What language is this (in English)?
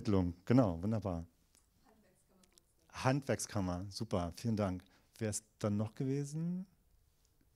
German